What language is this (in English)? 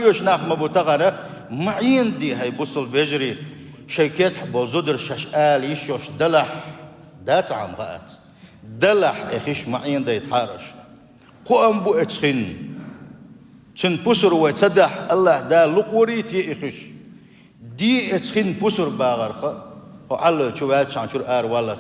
Chechen